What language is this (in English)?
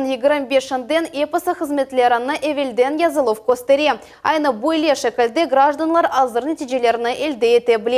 Crimean Tatar